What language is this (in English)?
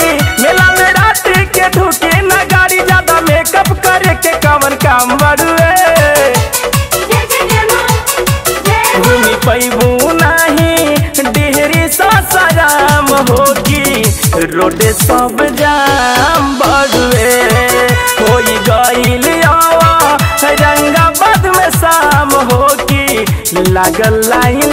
Bhojpuri